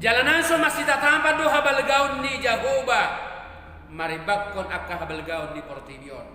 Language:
Batak Toba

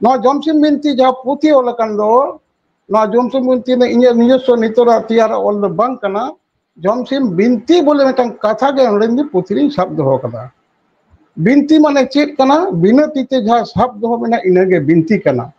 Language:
Santali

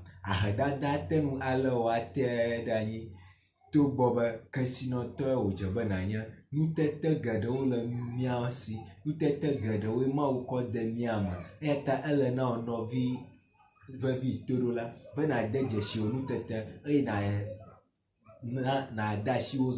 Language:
Ewe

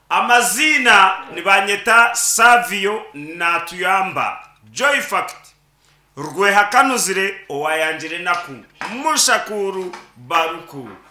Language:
Nyankole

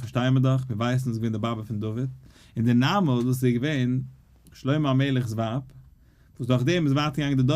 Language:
Yiddish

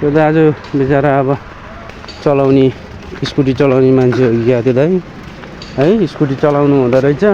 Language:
Nepali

